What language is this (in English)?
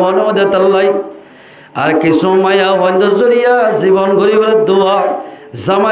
Rohingya